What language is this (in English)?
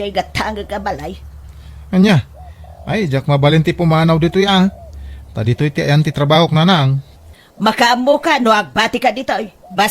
Iloko